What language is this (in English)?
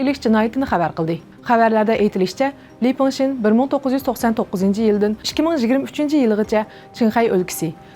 Uyghur